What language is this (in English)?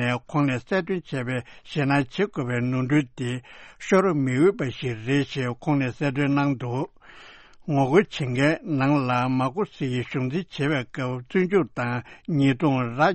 Tibetan